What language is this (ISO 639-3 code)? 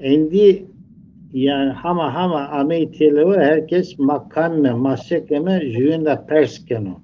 zza